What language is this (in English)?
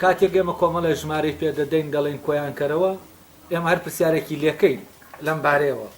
Central Kurdish